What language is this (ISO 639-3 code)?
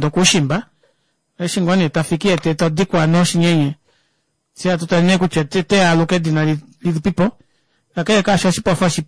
kua